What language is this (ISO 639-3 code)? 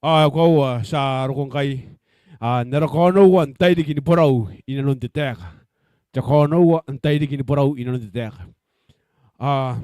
gil